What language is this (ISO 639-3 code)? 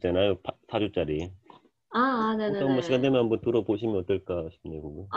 kor